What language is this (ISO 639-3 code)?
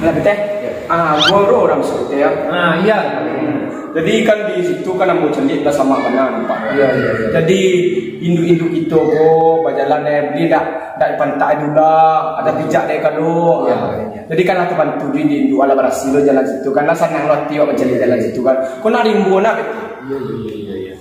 min